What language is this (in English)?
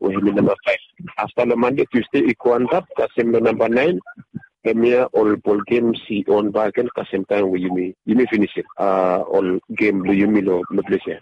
Bislama